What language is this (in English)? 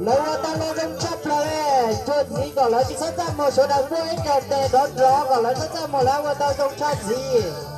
Hmong